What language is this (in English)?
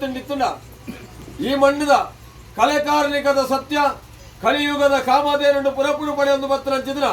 Tulu